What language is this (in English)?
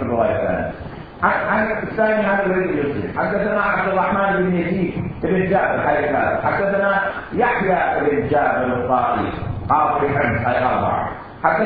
Mesopotamian Arabic